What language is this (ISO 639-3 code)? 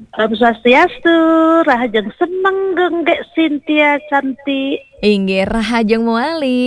ban